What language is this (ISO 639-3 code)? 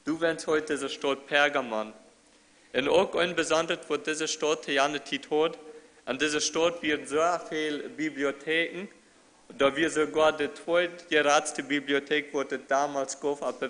pdt